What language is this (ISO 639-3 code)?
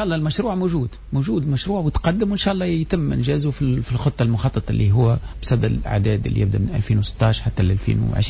aeb